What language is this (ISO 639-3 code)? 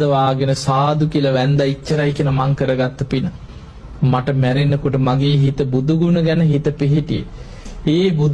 sin